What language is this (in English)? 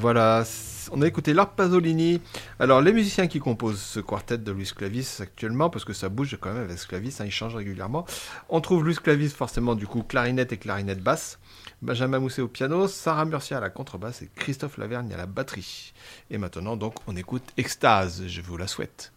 French